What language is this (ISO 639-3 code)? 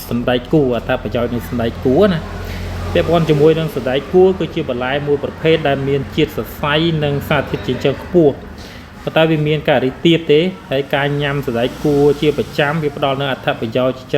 khm